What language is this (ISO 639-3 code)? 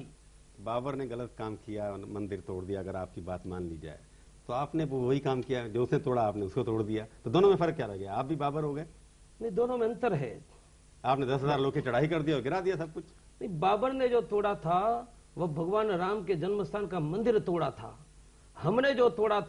hin